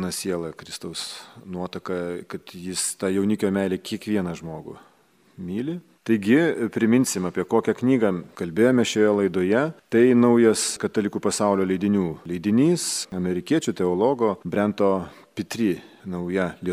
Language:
Lithuanian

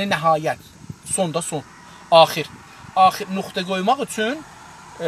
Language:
South Azerbaijani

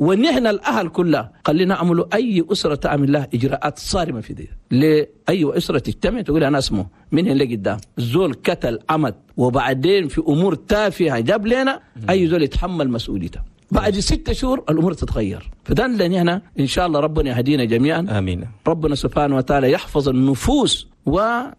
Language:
Chadian Arabic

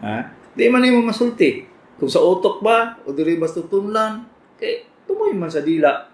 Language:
Cebuano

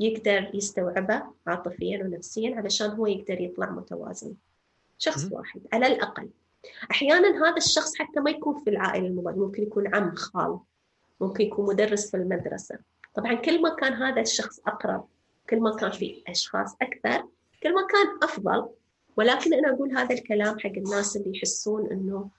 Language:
North Levantine Arabic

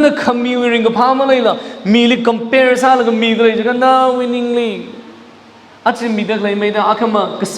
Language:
Tangkhul Naga (India)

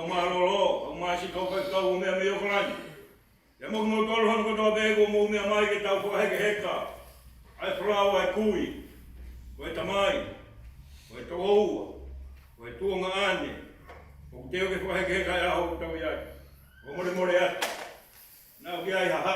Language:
Tongan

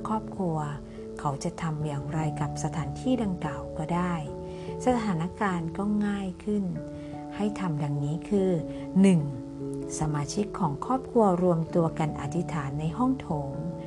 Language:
Thai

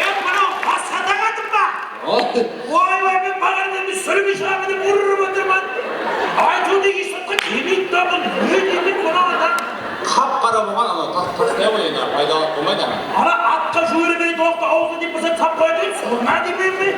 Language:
Kara-Kalpak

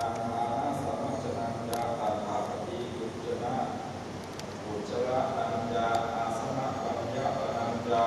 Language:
Pali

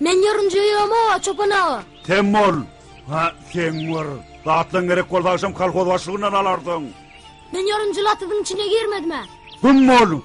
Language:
Turkmen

